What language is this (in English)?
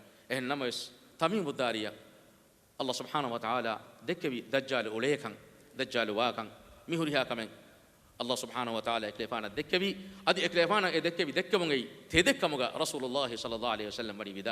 Divehi